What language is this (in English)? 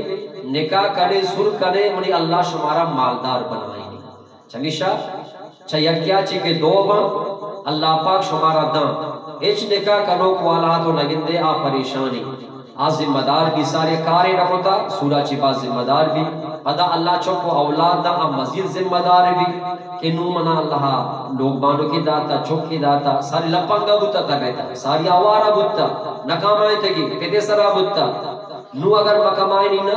Eastern Balochi